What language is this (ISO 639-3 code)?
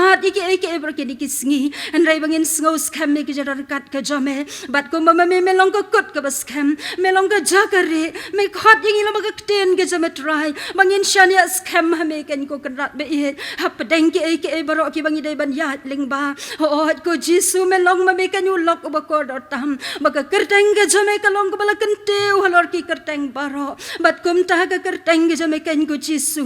kha